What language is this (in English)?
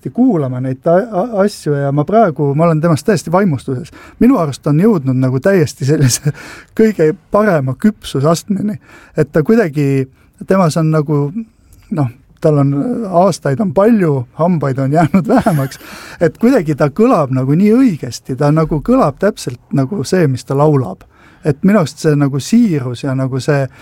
Estonian